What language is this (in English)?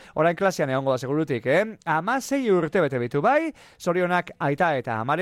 Basque